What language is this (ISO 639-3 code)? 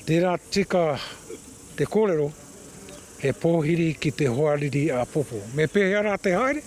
mri